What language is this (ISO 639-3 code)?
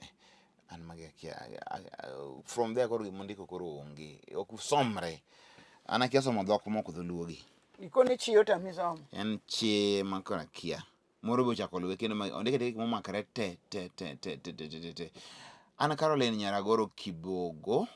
luo